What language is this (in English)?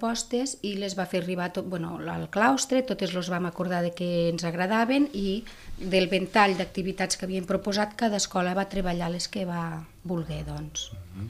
Catalan